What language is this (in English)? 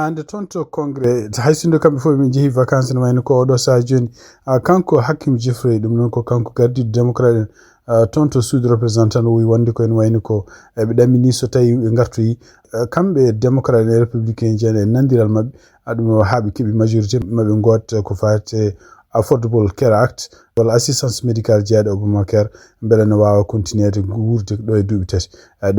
Fula